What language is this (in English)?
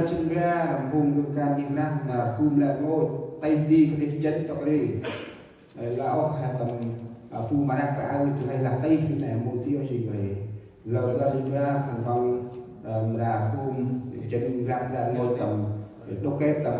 Central Mnong